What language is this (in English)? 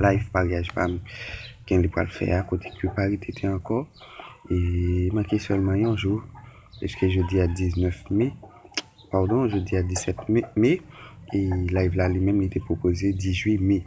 Haitian Creole